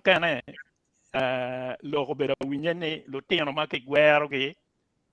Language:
Acoli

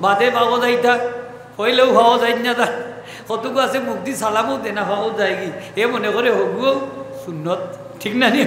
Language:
Sylheti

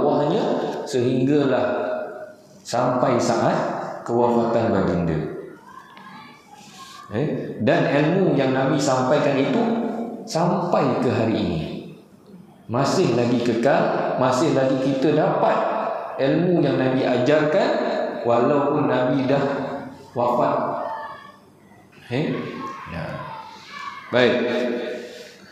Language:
Malay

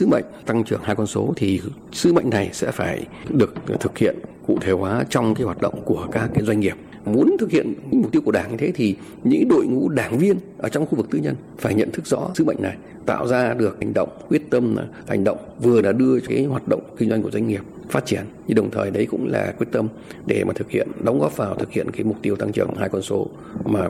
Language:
Vietnamese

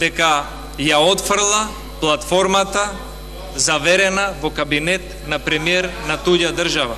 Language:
Macedonian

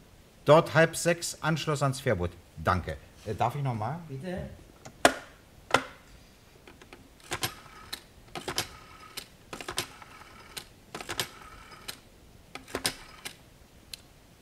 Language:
German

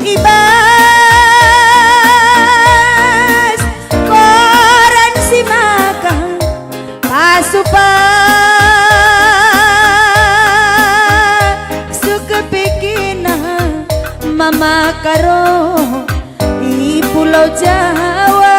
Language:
Batak Karo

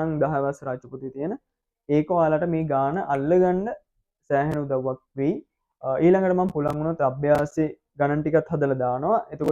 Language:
Sinhala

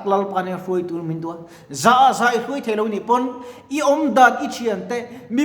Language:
Mizo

